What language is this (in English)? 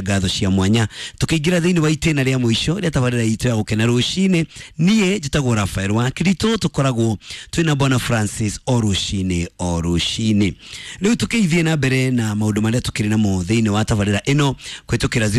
Kikuyu